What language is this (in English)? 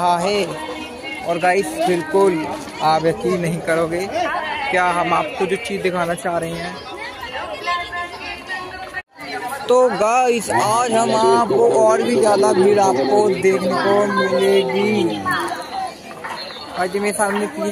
Hindi